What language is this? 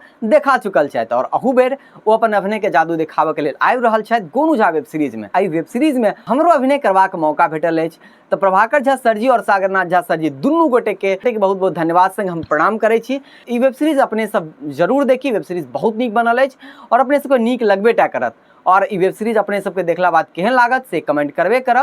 Maithili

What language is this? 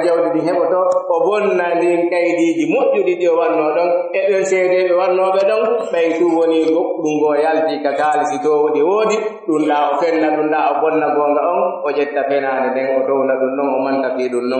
Pular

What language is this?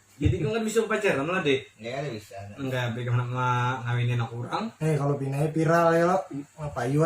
Banjar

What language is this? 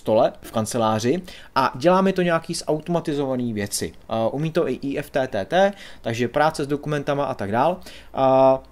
Czech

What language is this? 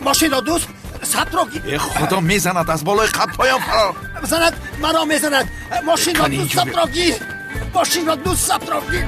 Tajik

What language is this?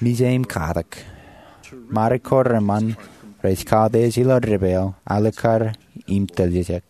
Marshallese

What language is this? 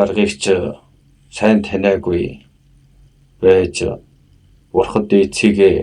Mongolian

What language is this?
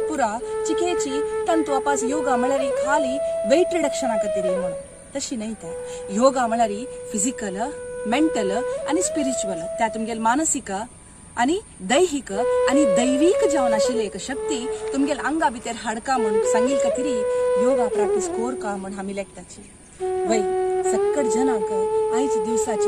Konkani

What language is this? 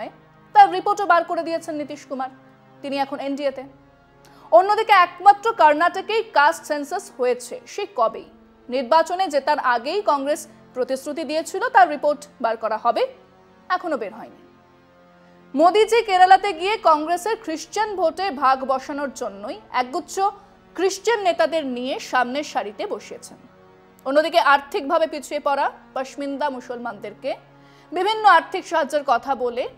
Bangla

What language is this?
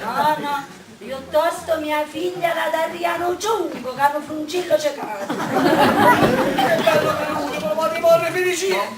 Neapolitan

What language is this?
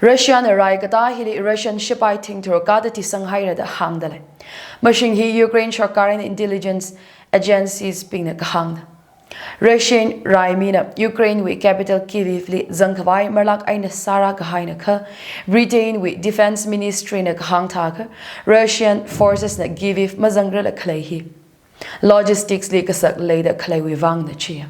Tangkhul Naga (India)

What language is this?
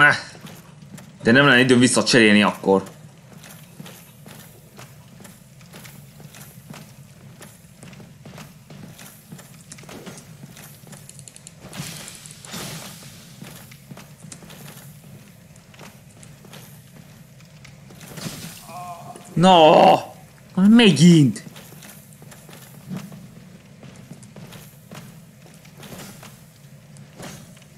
Hungarian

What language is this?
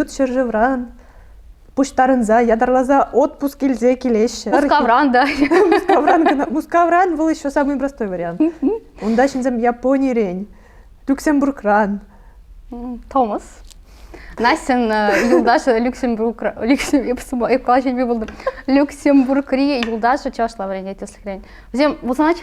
Chuvash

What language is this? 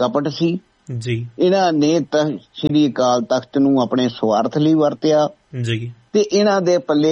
Punjabi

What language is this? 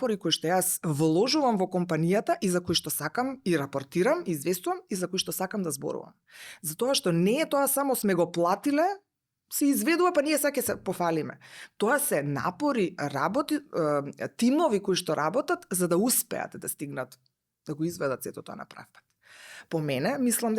Macedonian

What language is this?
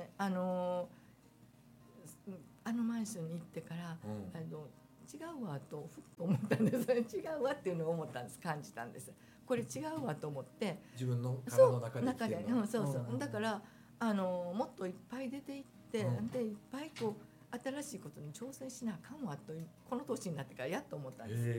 Japanese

